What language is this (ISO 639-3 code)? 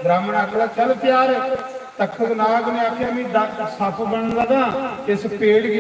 doi